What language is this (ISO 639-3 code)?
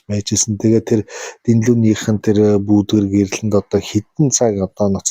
mon